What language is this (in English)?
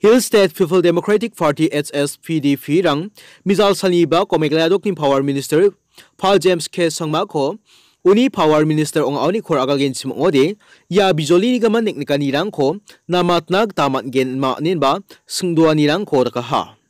Garo